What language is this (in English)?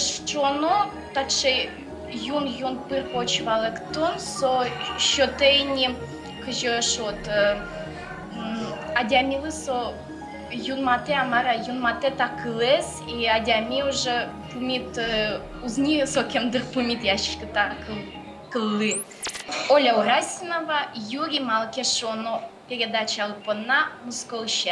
Udmurt